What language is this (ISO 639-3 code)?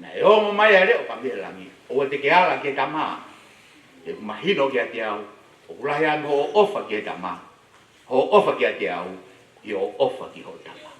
ton